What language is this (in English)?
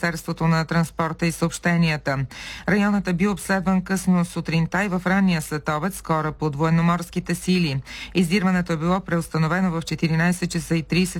Bulgarian